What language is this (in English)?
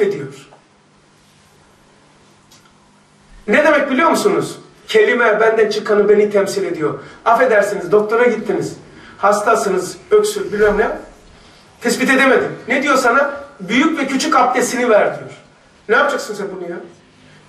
Turkish